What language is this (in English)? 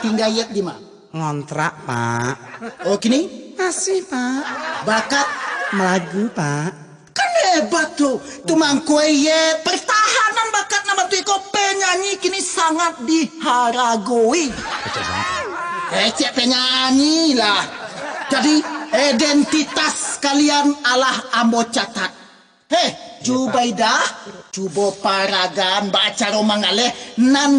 Minangkabau